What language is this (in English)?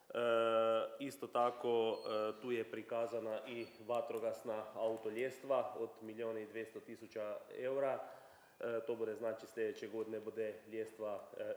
Croatian